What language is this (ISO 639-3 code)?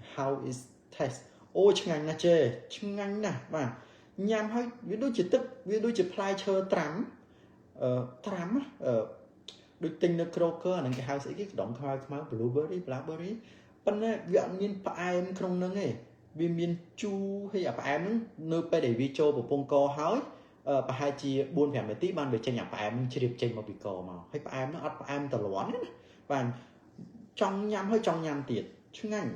khm